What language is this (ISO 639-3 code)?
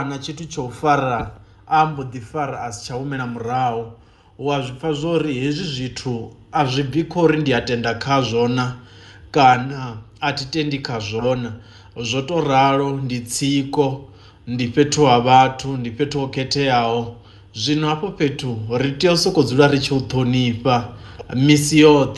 ven